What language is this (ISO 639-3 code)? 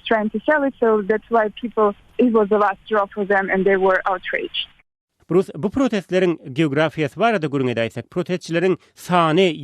tuk